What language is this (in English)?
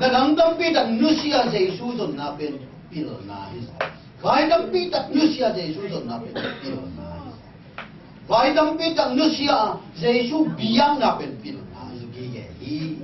Tedim Chin